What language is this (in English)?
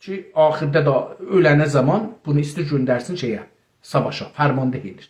South Azerbaijani